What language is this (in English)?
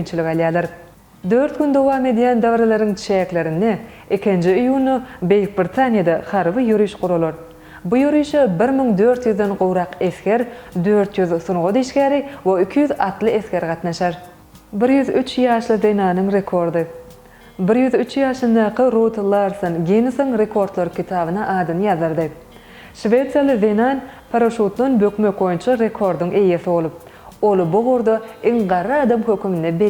Turkmen